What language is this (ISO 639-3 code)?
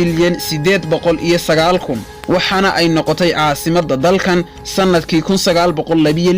som